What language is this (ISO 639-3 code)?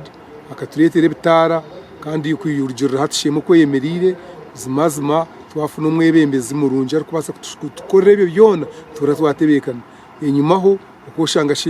nyn